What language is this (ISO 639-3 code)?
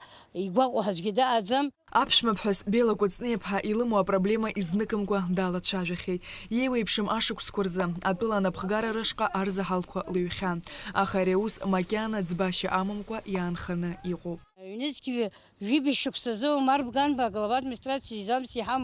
abk